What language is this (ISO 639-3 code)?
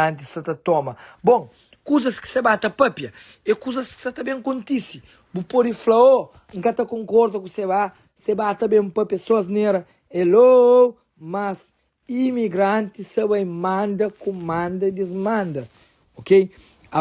kea